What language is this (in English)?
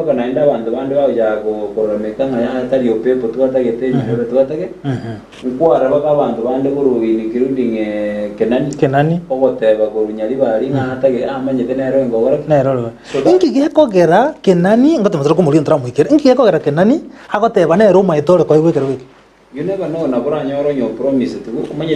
Gusii